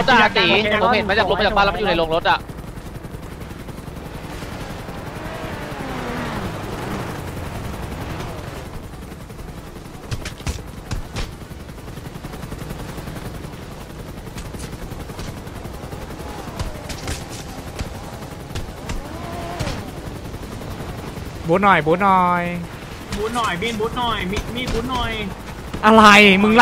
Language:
Thai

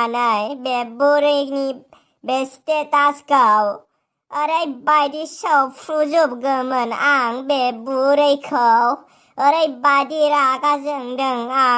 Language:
Bodo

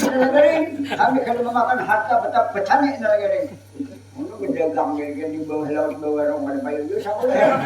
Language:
Banjar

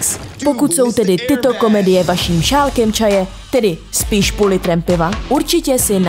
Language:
Czech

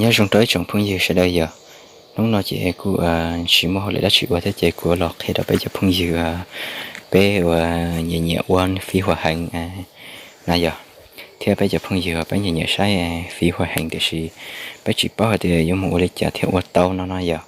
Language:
Hmong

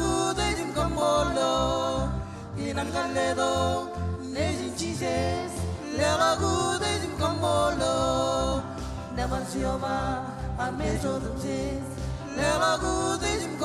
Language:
Marshallese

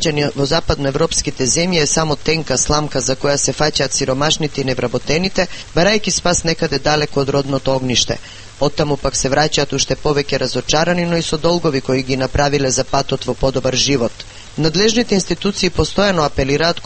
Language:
Macedonian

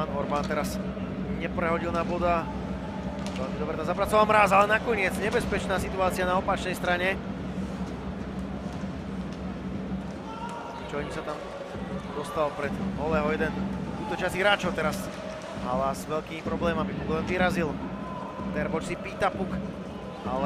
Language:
Slovak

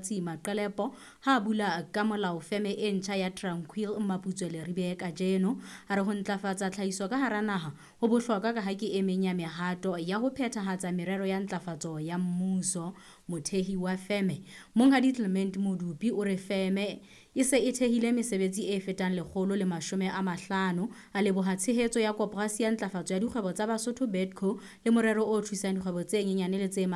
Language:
Southern Sotho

